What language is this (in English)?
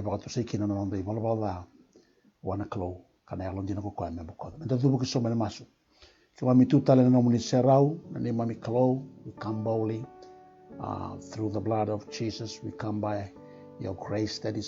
Fijian